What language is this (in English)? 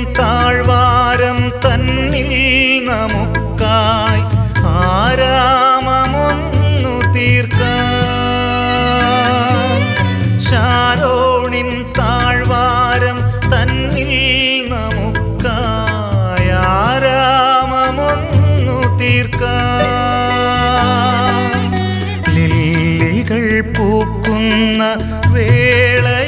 Malayalam